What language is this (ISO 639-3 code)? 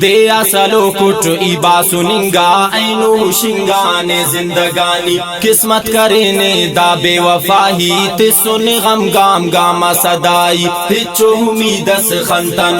brh